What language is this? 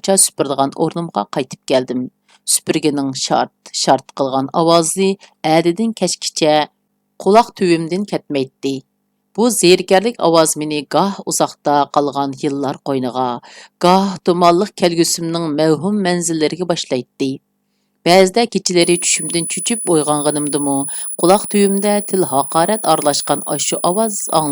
Uyghur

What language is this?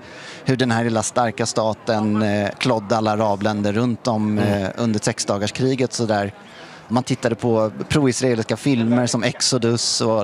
Swedish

